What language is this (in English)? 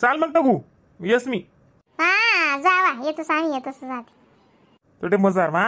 Khandesi